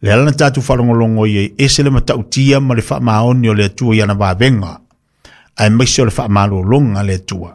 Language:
Samoan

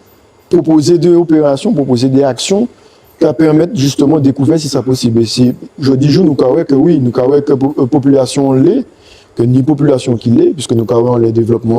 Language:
Guadeloupean Creole French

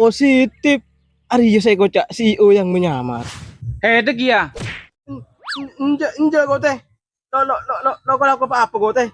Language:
Madurese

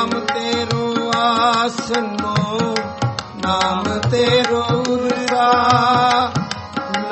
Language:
Punjabi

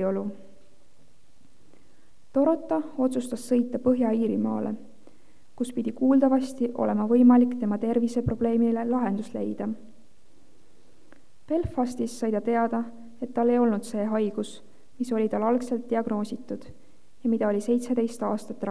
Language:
Estonian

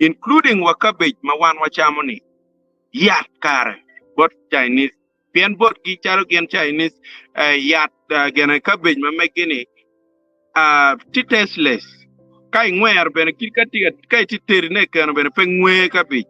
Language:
Acoli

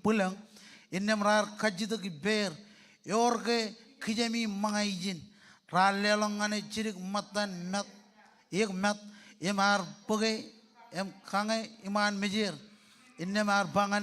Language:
Marshallese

